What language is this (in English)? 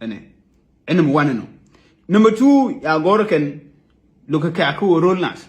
Nuer